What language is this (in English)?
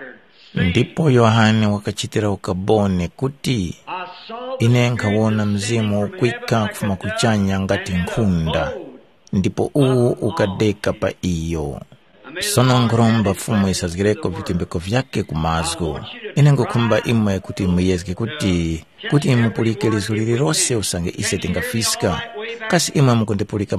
Tumbuka